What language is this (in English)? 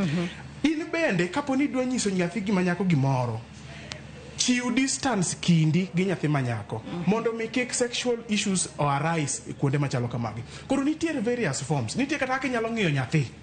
Luo (Kenya and Tanzania)